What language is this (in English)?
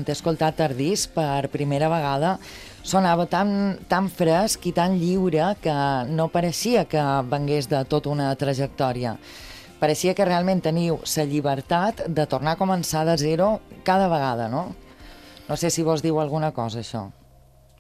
Catalan